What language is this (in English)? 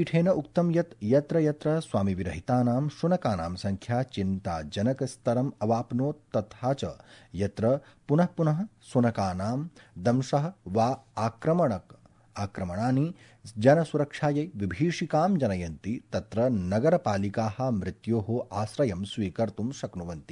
Sanskrit